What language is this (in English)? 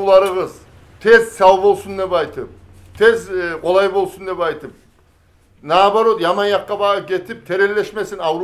Kumyk